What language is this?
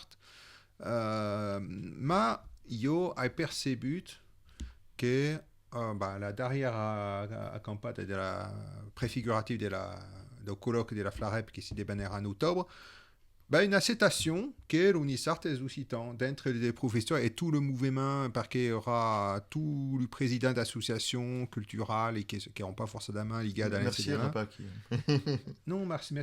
Occitan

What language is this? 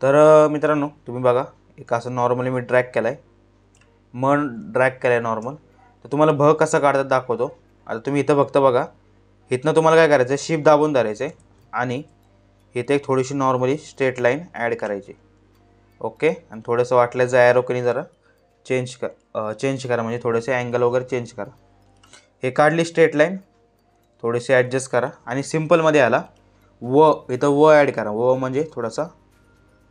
Marathi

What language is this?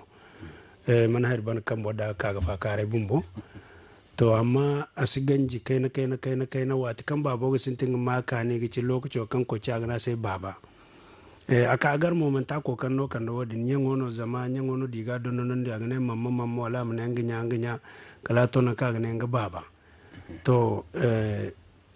Zarma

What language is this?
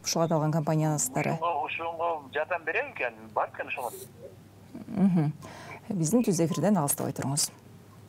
Kyrgyz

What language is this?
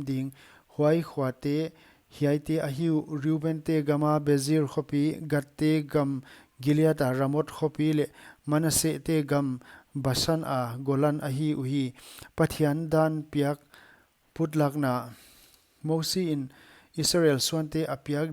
Paite Chin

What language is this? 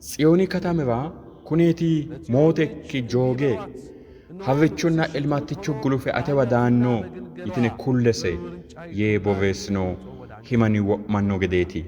Sidamo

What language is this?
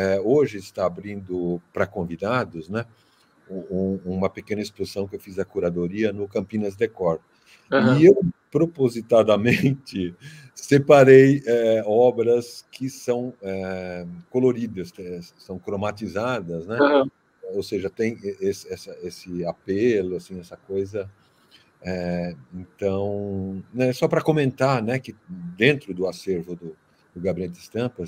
Portuguese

